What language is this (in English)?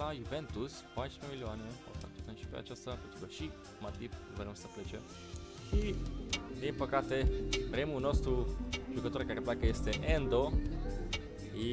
Romanian